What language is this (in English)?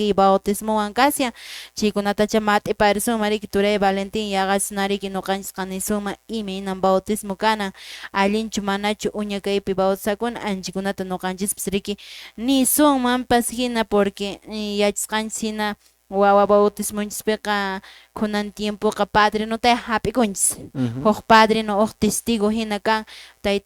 Quechua